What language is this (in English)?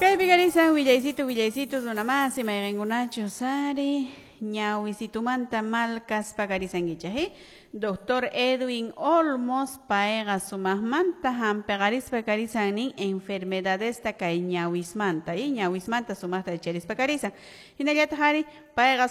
Quechua